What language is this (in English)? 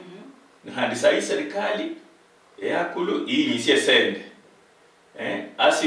Luyia